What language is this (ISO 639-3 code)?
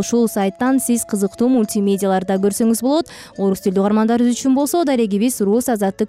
kir